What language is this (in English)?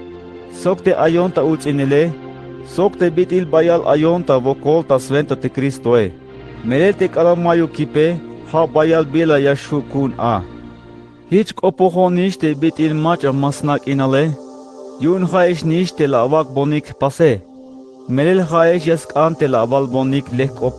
Tzeltal